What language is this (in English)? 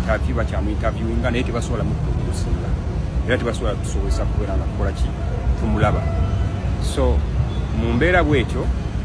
Ganda